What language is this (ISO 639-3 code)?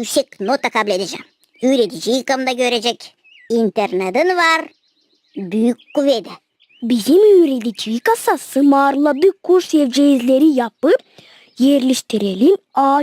gag